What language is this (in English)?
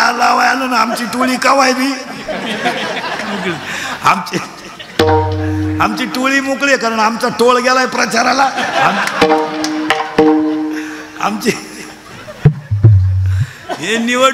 Marathi